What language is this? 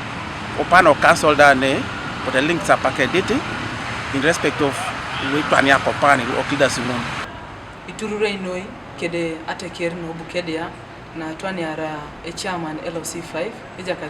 Teso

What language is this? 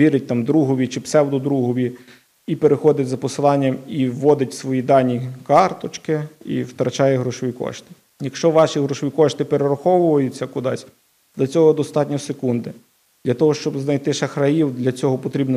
Ukrainian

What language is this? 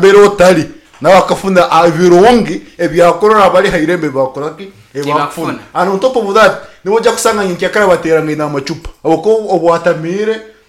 Nyankole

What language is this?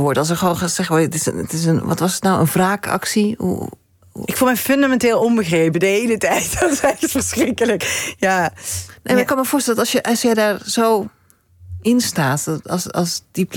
Dutch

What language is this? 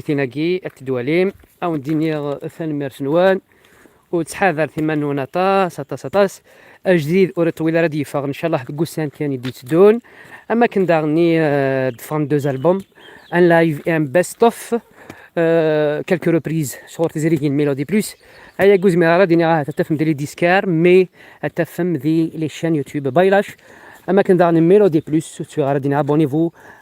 Kabyle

